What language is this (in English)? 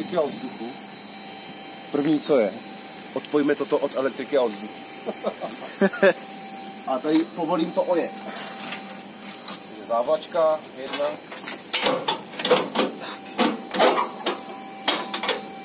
Czech